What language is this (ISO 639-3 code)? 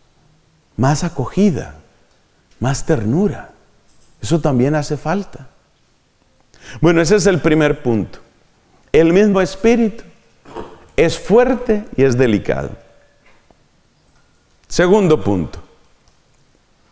spa